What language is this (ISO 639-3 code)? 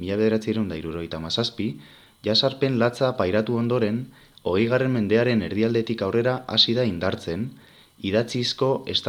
eus